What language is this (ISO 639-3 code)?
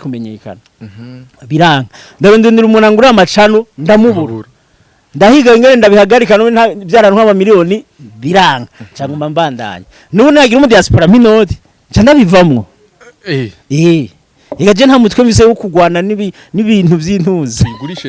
run